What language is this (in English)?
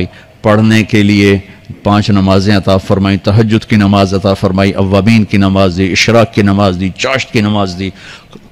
Urdu